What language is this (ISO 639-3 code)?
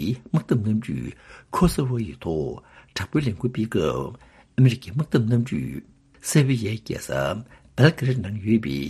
bod